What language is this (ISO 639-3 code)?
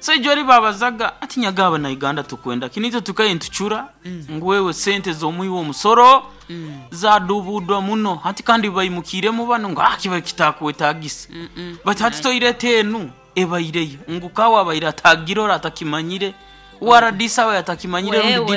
nyn